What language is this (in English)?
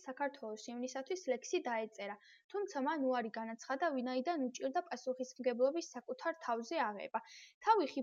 Georgian